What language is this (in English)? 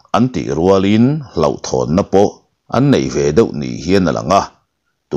Mizo